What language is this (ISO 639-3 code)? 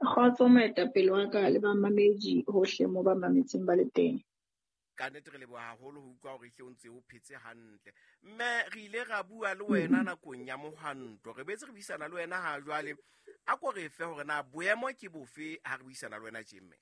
sot